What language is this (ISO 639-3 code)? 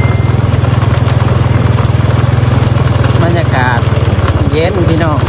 lao